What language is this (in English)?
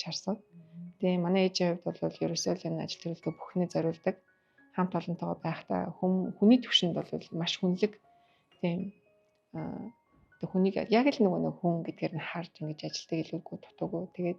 Mongolian